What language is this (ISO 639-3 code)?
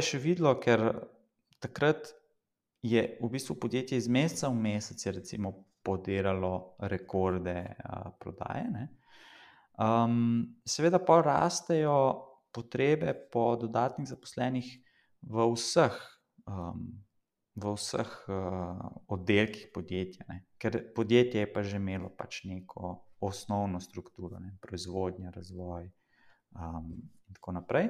slv